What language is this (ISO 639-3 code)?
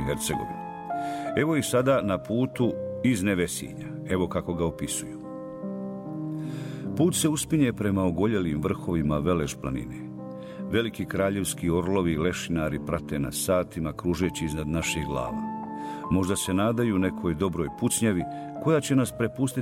bos